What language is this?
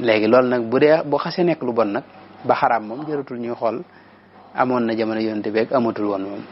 Wolof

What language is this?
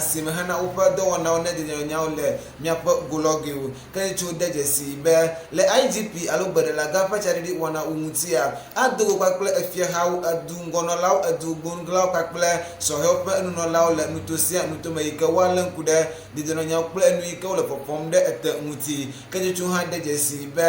Ewe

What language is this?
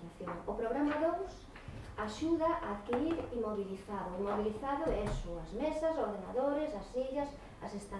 Galician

